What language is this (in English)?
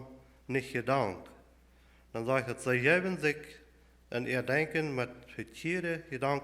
Plautdietsch